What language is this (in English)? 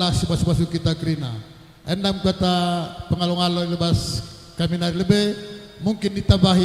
Batak Karo